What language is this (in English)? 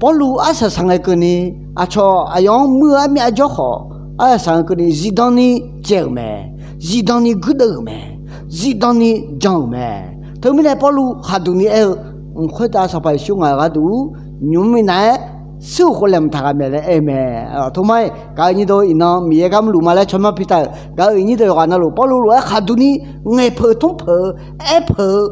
Akha